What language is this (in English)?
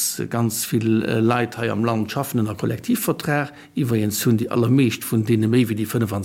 Luxembourgish